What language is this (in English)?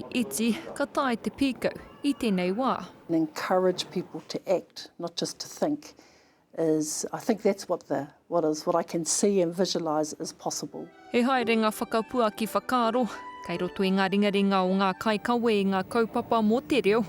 Māori